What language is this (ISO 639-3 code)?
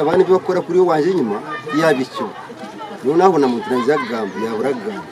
nyn